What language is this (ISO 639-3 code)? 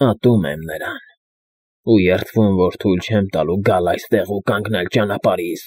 hye